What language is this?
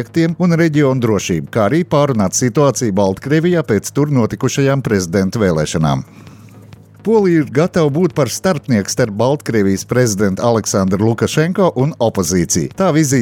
Latvian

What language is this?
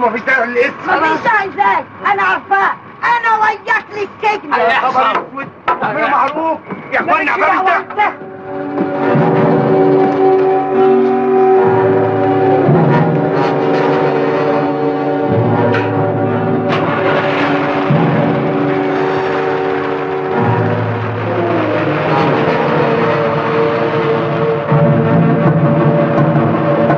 Egyptian Arabic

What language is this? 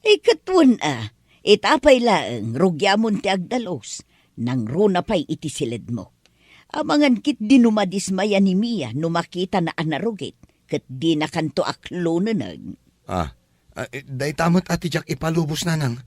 Iloko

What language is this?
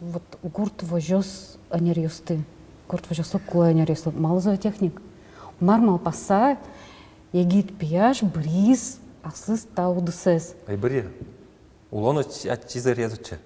Udmurt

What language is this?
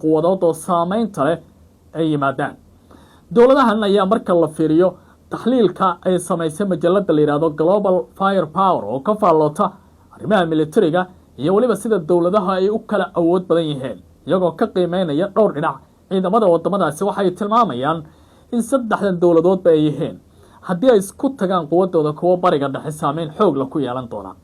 Somali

